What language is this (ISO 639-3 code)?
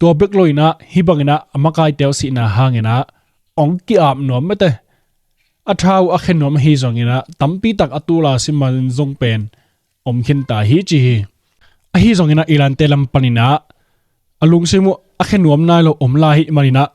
ctd